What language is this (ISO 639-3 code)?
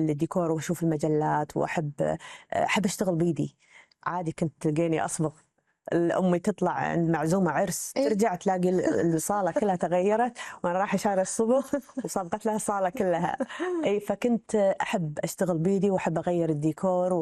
afb